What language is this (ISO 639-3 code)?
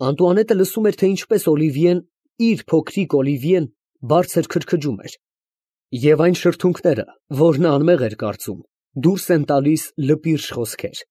hye